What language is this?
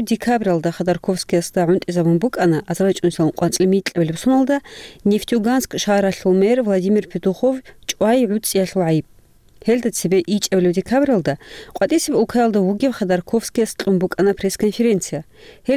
Avaric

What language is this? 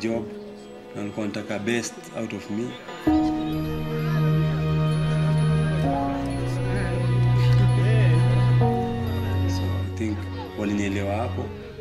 Swahili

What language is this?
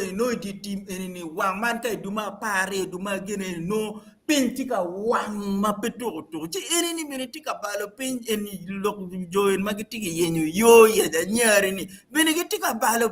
Acoli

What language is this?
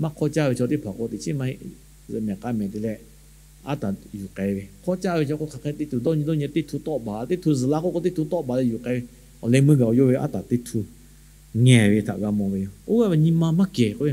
Lahu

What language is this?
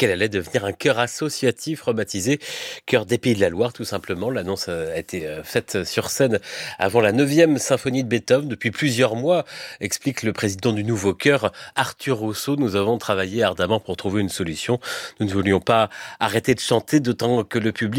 French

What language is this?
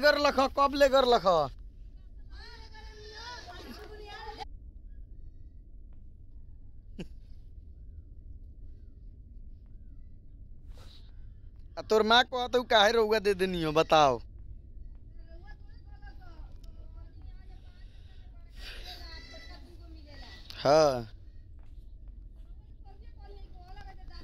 Bhojpuri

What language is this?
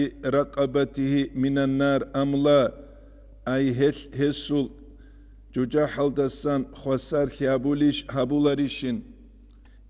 Avaric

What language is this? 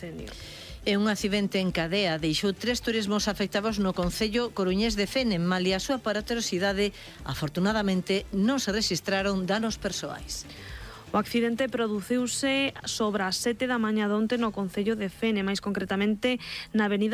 Galician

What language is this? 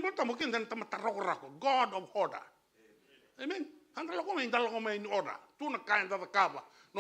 Fijian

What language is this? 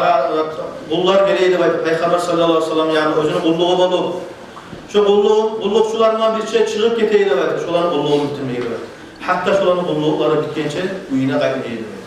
Kumyk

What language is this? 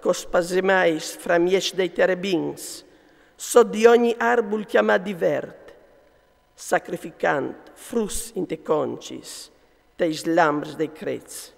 Friulian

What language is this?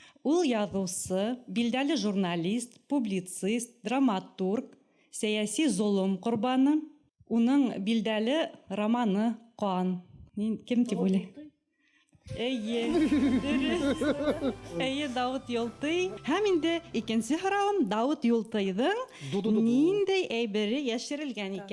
Bashkir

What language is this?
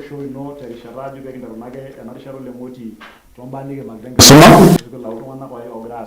Masai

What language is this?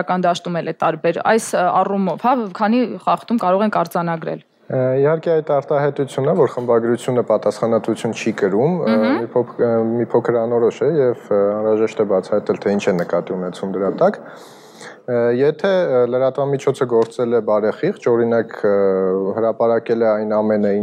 Armenian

